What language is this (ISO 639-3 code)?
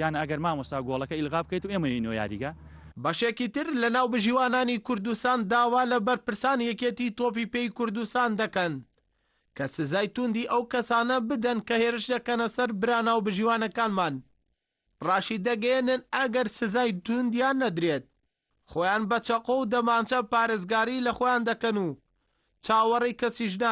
ckb